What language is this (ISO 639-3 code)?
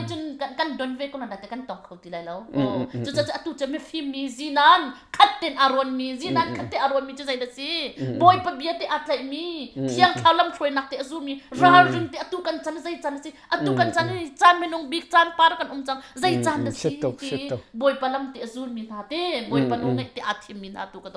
cnh